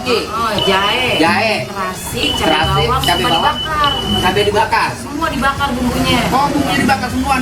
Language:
Betawi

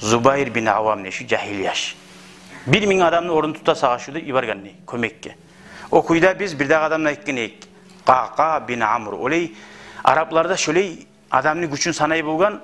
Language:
Kumyk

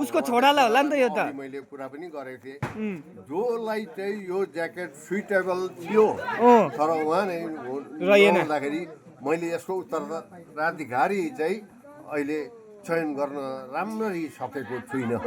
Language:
Nepali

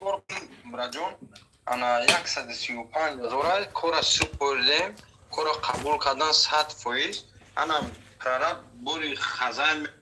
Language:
Tajik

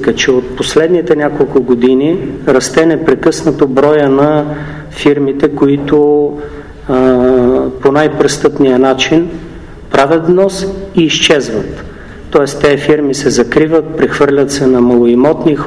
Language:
Bulgarian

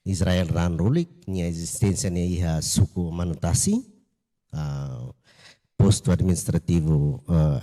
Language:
Tetum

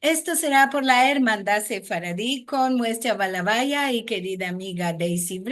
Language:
Ladino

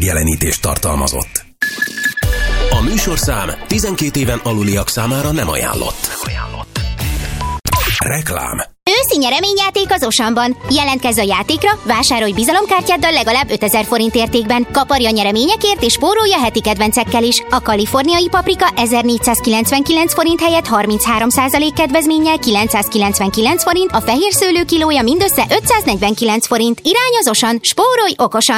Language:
Hungarian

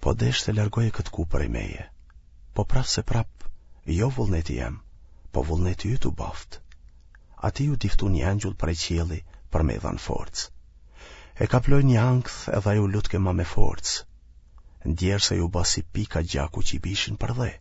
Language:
Albanian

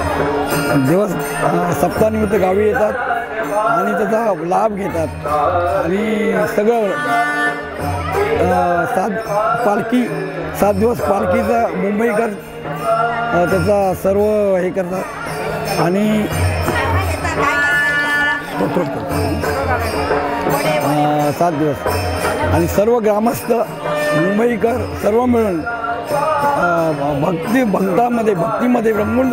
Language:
Marathi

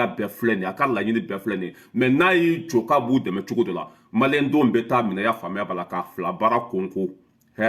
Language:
Bambara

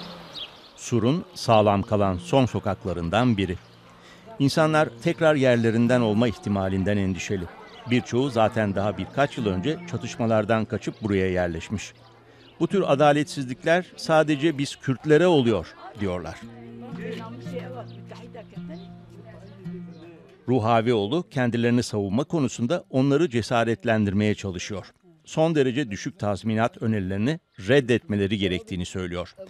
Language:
Turkish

